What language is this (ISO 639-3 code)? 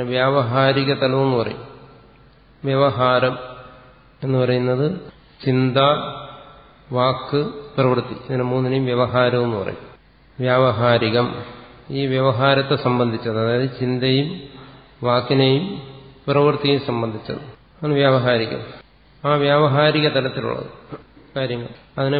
mal